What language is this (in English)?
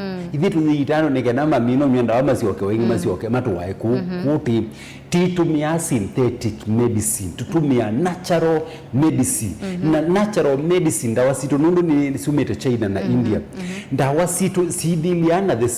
Kamba